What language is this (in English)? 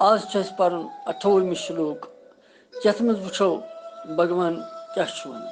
Kashmiri